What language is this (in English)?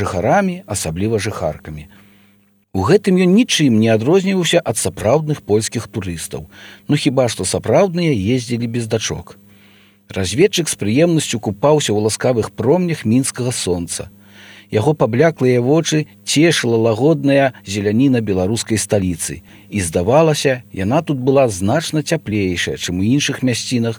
Belarusian